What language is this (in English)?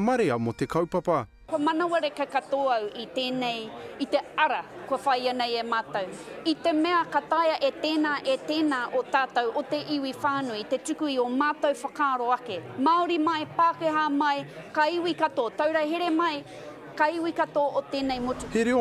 Māori